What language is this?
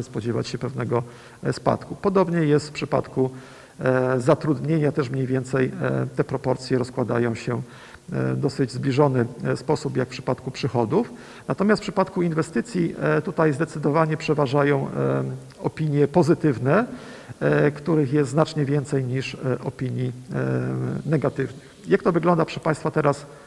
Polish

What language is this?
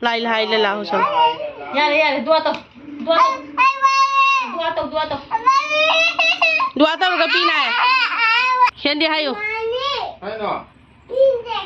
Manipuri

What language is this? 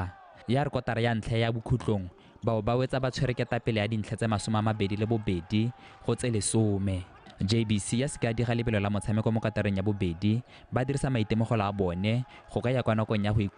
Tswana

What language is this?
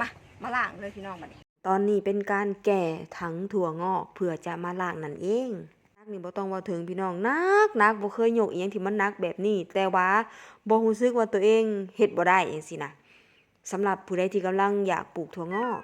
Northeastern Thai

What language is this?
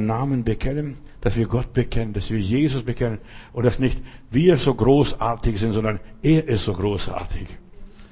German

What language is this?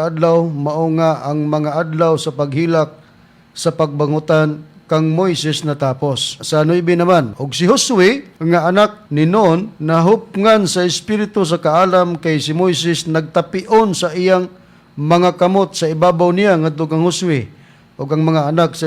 Cebuano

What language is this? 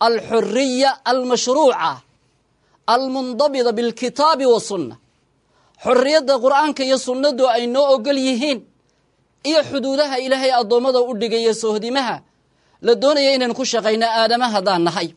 Somali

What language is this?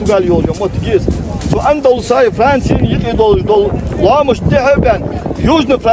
Ingush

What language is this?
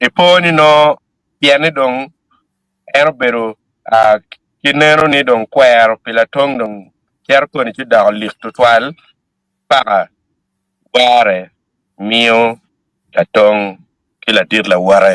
Acoli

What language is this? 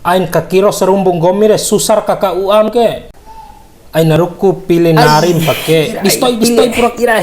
Bima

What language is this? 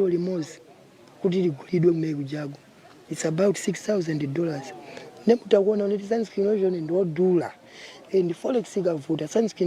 Nyanja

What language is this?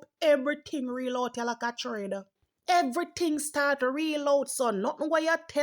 Jamaican Creole English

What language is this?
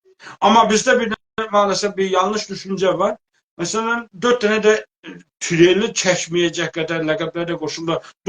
South Azerbaijani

